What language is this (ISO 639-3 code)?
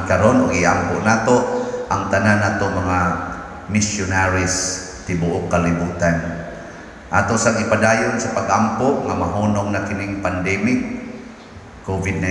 ceb